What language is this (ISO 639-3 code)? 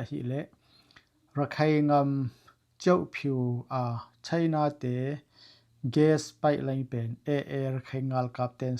ctd